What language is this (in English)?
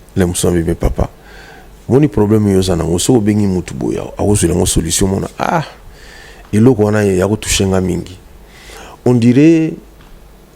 Lingala